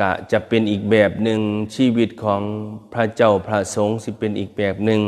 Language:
Northeastern Thai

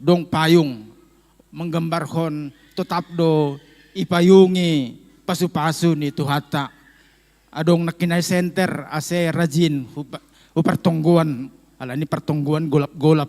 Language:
Batak Simalungun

